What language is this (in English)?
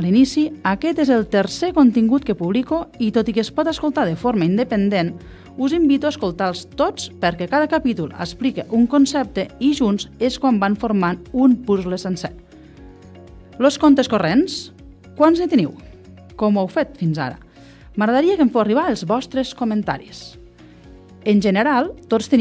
Catalan